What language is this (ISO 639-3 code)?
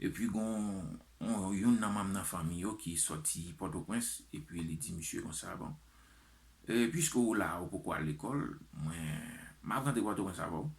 hat